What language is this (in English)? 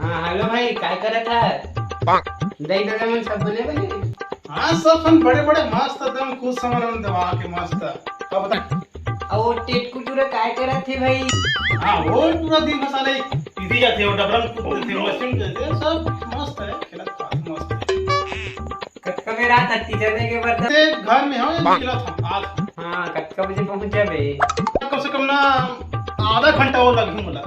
Chhattisgarhi